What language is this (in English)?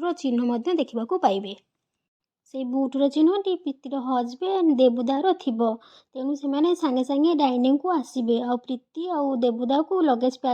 Odia